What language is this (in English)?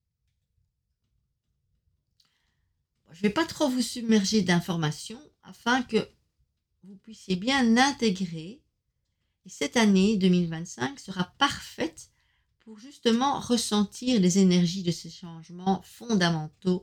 French